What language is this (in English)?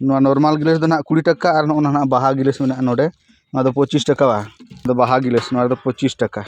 Santali